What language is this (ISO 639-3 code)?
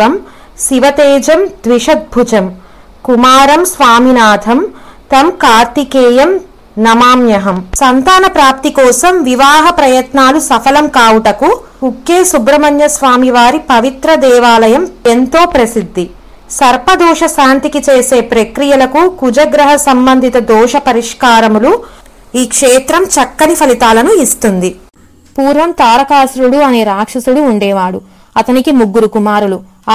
tel